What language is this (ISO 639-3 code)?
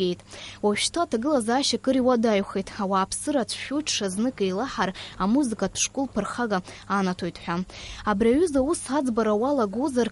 abk